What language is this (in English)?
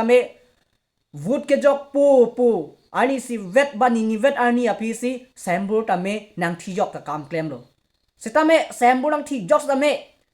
Karbi